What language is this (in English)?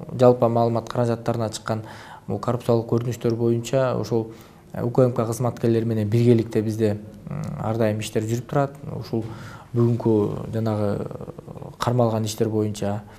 Kyrgyz